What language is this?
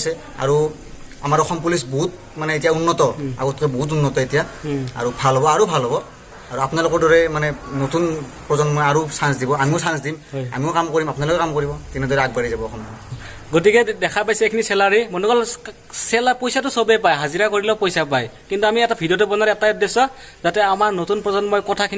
Assamese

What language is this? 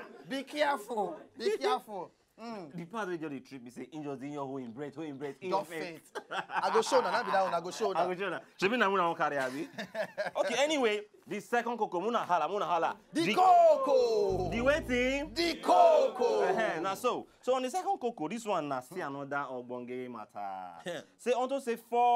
Nigerian Pidgin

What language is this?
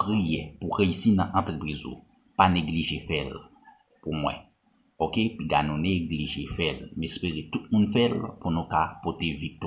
Haitian Creole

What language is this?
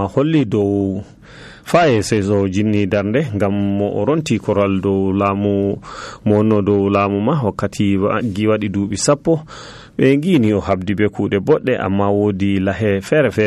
Nigerian Fulfulde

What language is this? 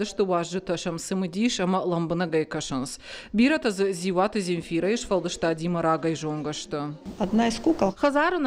Ossetic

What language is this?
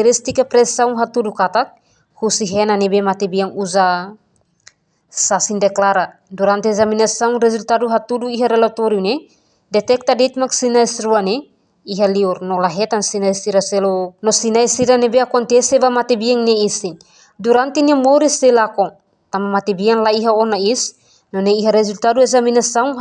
Tetum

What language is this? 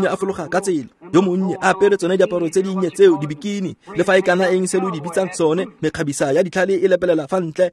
Tswana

